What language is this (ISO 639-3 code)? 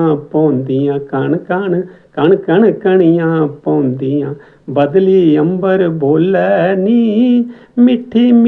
doi